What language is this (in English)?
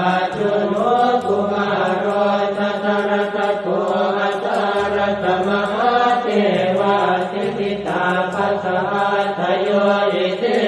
Pali